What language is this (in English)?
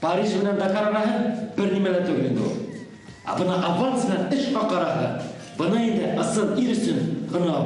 Bashkir